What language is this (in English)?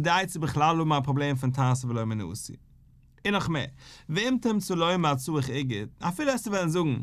Yiddish